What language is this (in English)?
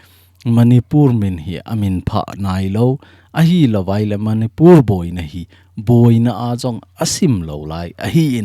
Thado Chin